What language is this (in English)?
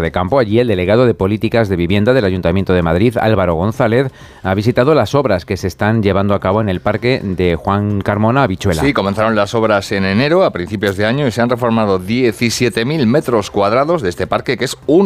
Spanish